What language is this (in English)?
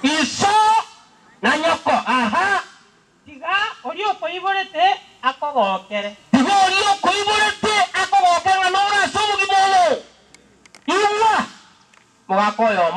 Gusii